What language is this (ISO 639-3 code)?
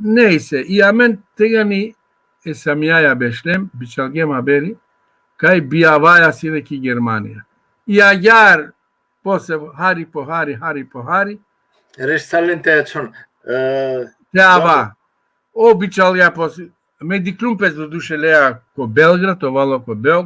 rmn